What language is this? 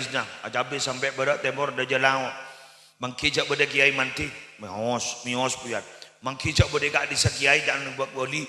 Madurese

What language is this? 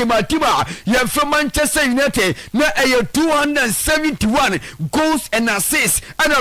Akan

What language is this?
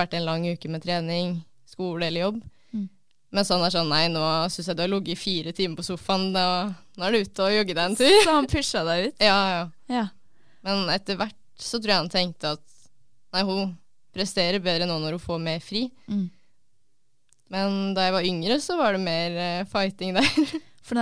Norwegian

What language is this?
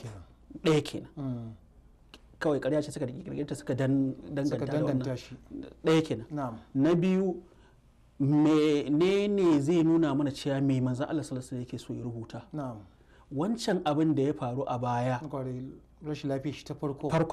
Hausa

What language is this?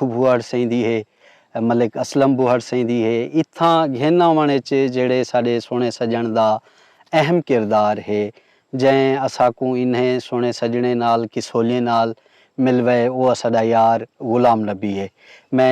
Saraiki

